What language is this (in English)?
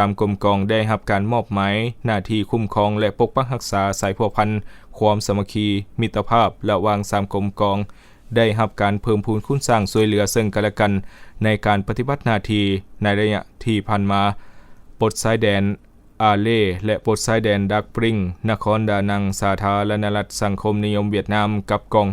Lao